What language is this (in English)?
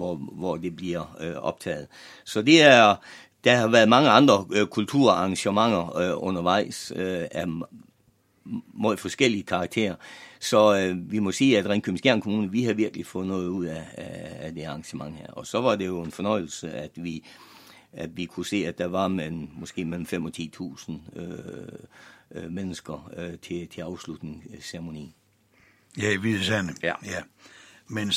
Danish